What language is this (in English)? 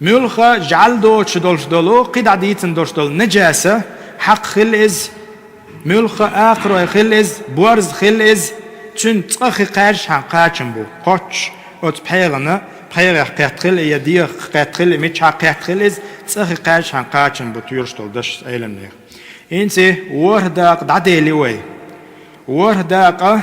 Chechen